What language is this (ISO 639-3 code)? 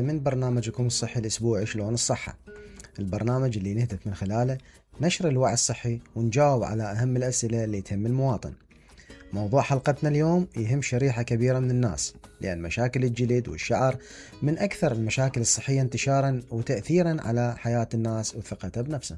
acm